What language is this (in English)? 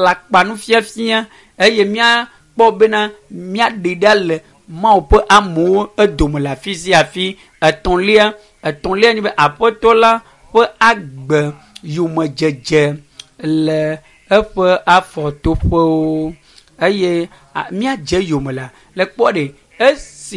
Ewe